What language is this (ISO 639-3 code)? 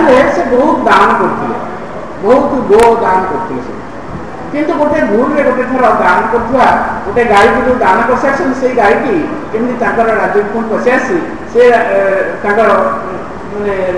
ori